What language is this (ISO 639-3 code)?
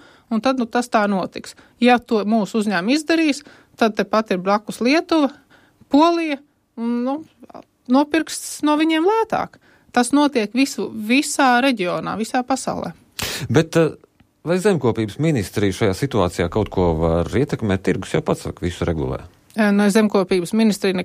lav